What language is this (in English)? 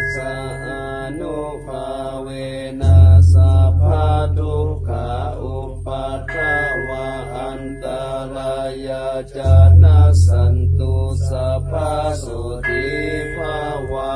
Pali